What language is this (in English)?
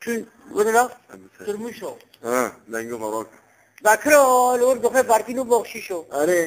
Kurdish